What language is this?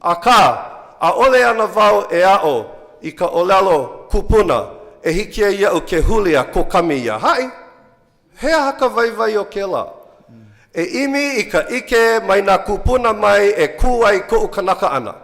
Hawaiian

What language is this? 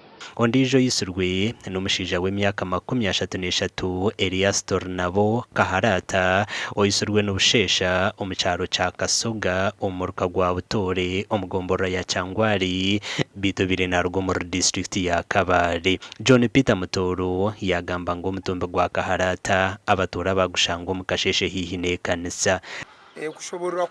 Nyankole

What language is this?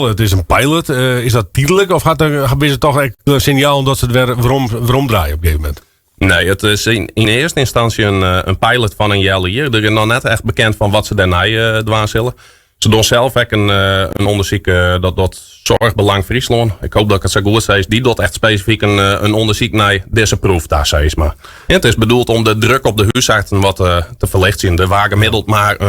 Western Frisian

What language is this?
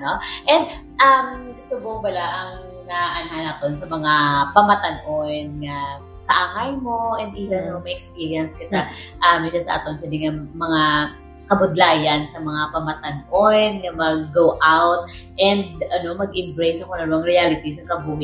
Hiligaynon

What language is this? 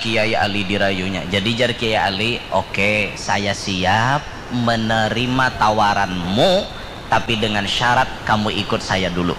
Banjar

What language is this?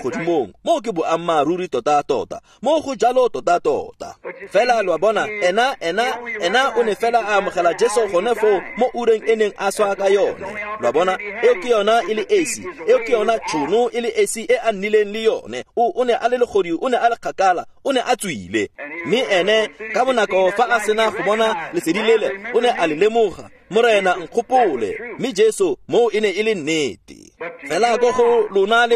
Tswana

